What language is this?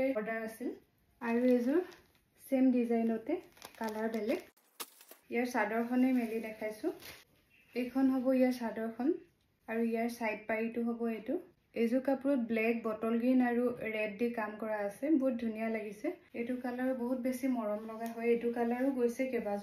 Assamese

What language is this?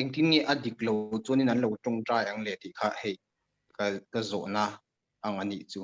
Mizo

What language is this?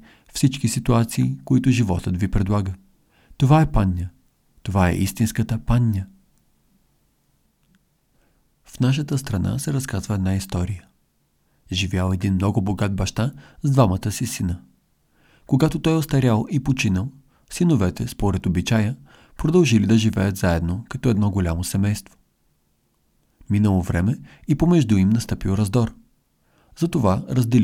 Bulgarian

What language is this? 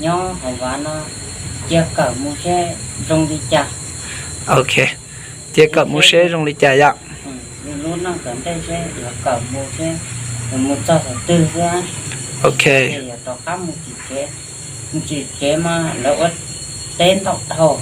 Hmong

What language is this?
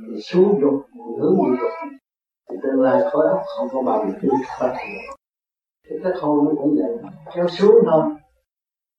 Vietnamese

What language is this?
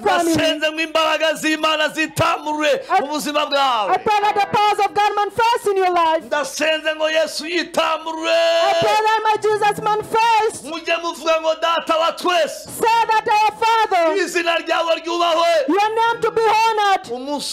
Kinyarwanda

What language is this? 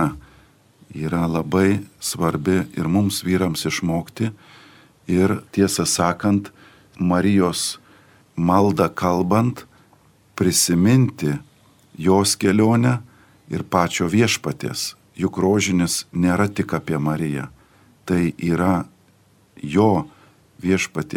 Lithuanian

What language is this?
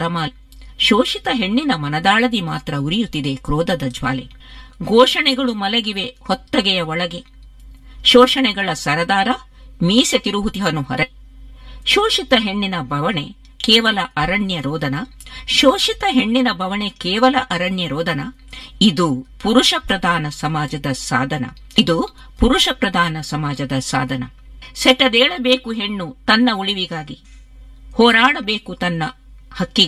Kannada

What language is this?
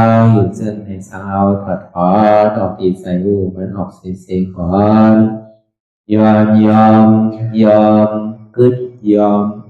Shan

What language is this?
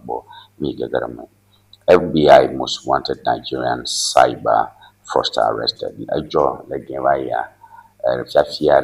Ewe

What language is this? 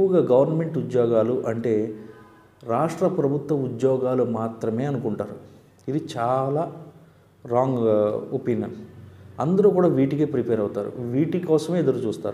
Telugu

